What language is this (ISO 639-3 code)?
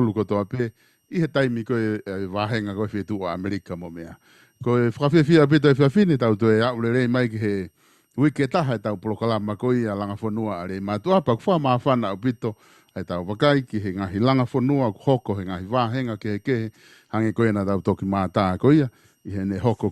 ton